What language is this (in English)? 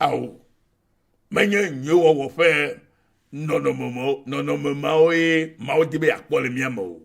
Ewe